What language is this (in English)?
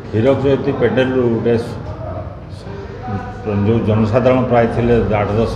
Odia